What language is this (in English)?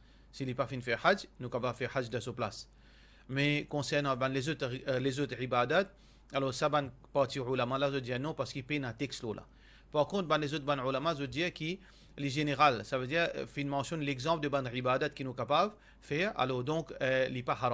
Morisyen